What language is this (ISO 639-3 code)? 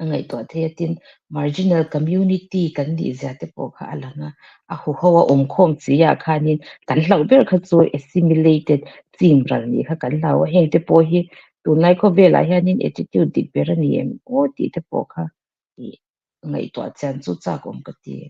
lus